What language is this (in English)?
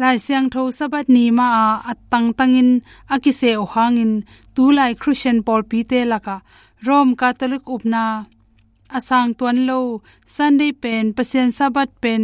Tedim Chin